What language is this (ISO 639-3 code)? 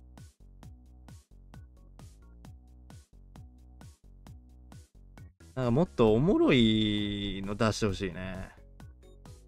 jpn